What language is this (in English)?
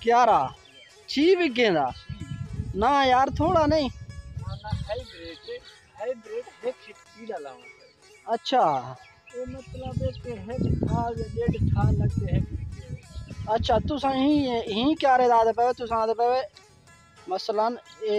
Saraiki